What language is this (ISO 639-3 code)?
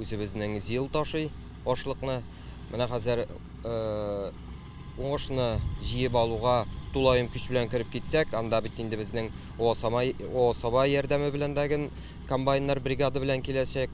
tat